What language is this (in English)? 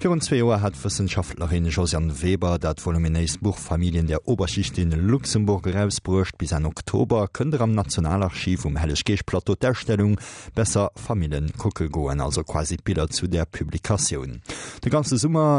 Luxembourgish